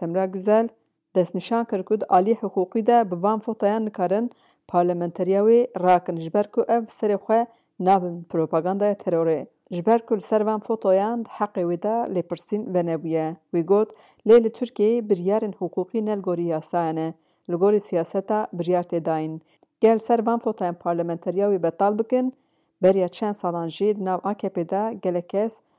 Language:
Kurdish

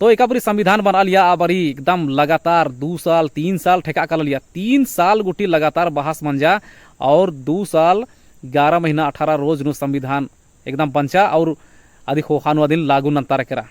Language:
Kurukh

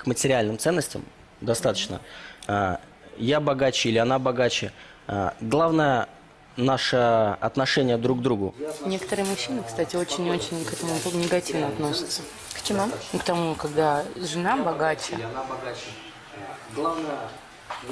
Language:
Russian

